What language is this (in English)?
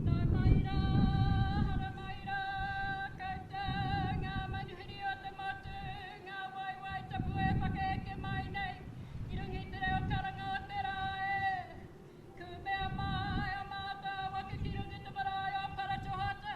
Māori